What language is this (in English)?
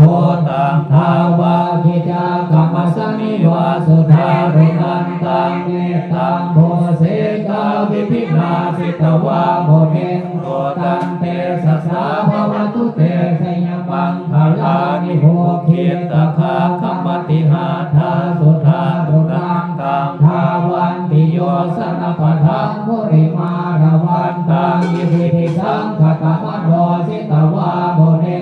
Pali